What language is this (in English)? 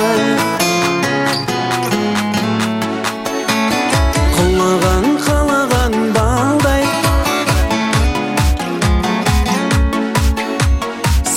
Kazakh